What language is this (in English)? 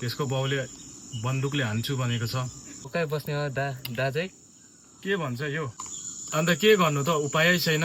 Nepali